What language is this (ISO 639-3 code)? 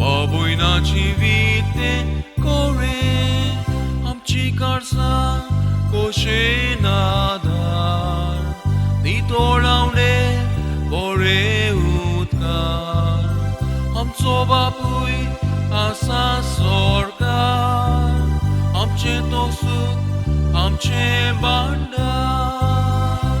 kok